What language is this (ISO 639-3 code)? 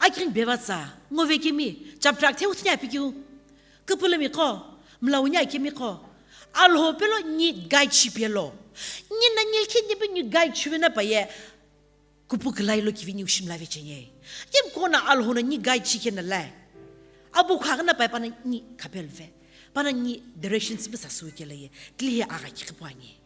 nsm